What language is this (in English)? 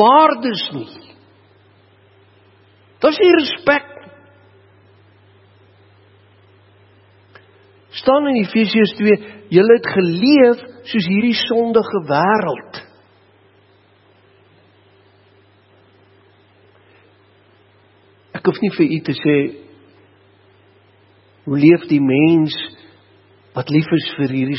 Afrikaans